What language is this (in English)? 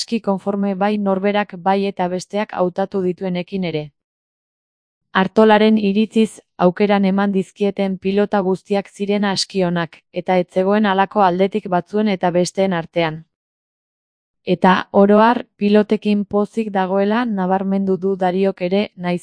Basque